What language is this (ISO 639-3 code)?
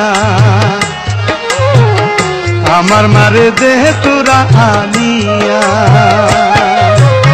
ben